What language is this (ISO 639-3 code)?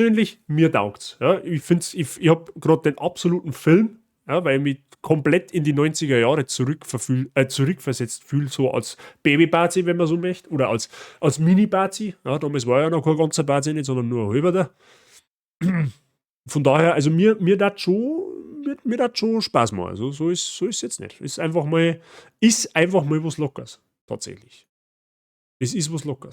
bar